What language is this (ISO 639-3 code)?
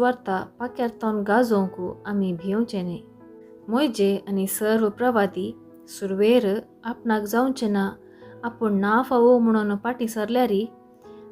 kok